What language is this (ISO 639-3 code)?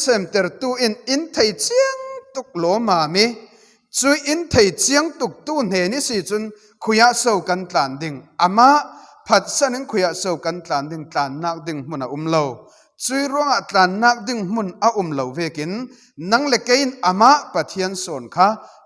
cfm